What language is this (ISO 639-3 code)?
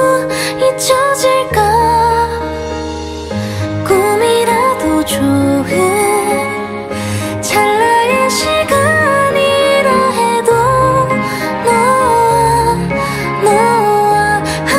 kor